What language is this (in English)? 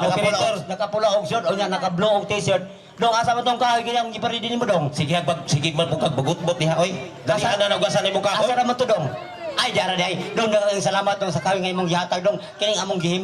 Cebuano